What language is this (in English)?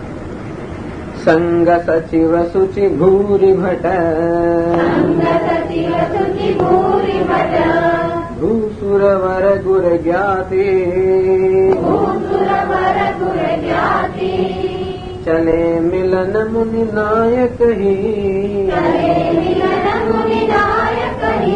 Gujarati